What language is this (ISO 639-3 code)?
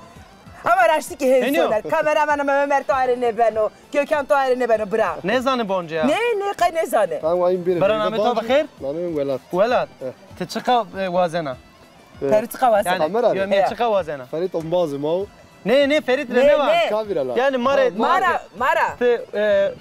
zza